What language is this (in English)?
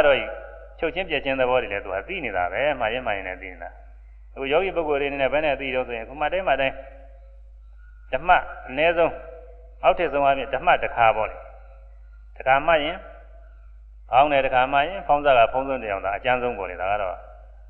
Burmese